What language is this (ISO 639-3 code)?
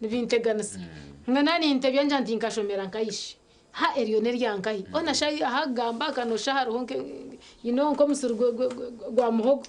nyn